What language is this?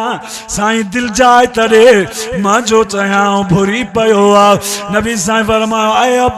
Sindhi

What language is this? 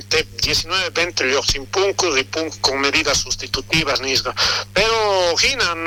South Bolivian Quechua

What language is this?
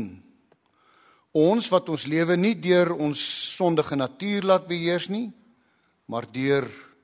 Afrikaans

